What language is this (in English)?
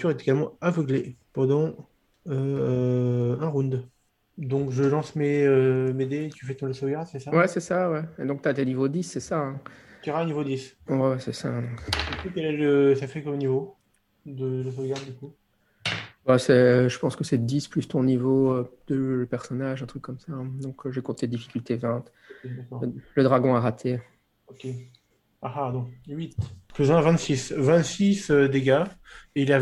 French